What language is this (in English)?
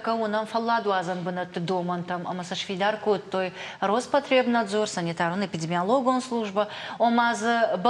Ossetic